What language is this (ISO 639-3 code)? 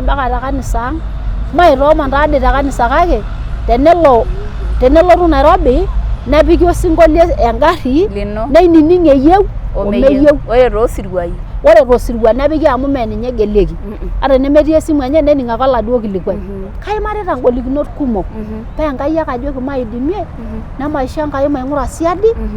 mas